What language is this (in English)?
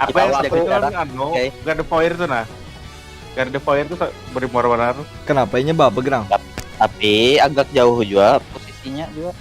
Banjar